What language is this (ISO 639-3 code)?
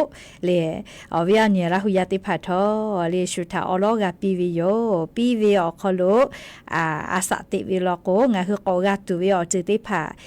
lhu